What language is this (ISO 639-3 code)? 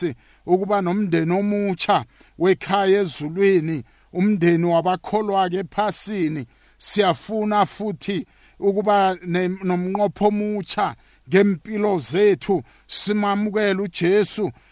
nbl